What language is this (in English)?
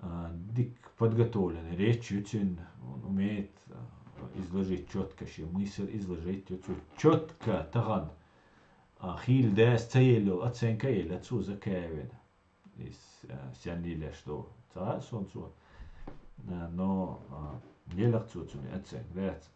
Chechen